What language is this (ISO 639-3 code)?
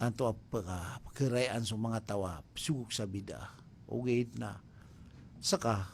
mrw